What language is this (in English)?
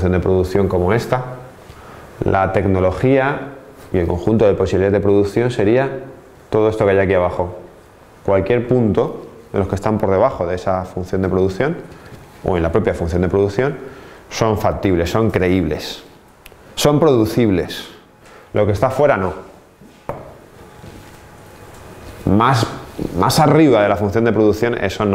Spanish